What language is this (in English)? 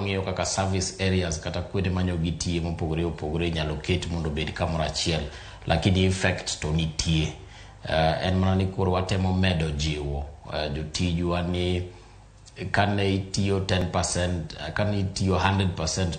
Luo (Kenya and Tanzania)